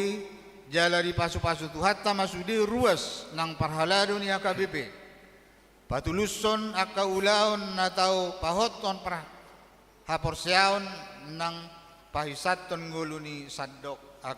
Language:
Batak Toba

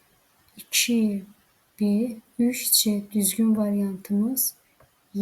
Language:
Azerbaijani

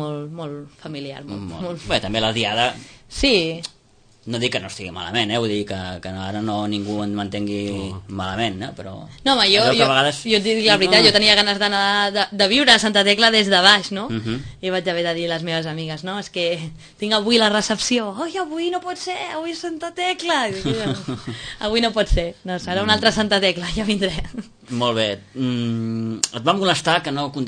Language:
Catalan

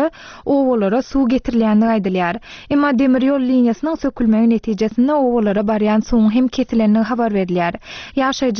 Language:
Turkmen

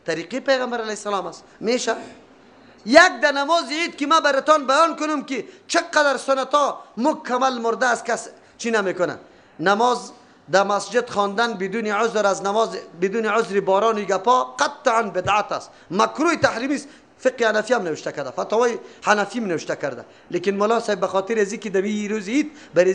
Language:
Persian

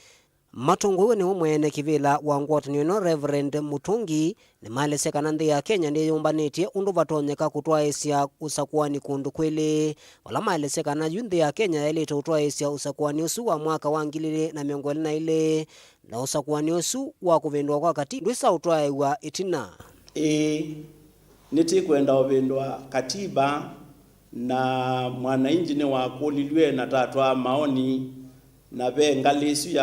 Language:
Kamba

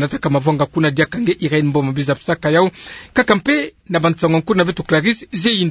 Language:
Kituba (Democratic Republic of Congo)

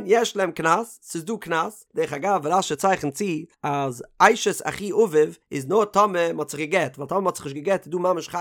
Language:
Yiddish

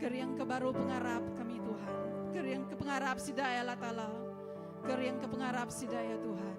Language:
Iban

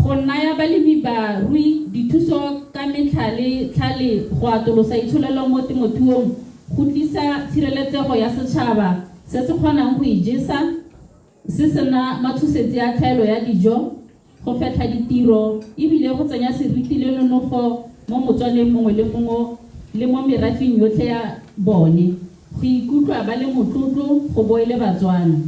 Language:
Tswana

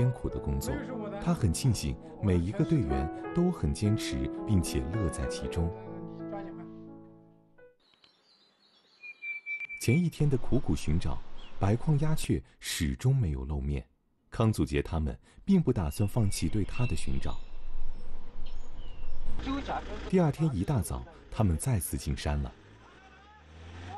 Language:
Chinese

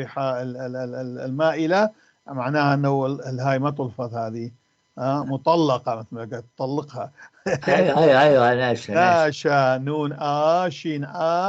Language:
North Levantine Arabic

